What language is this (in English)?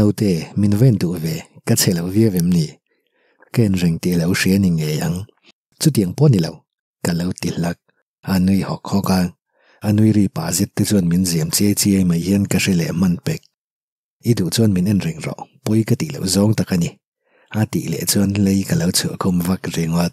Mizo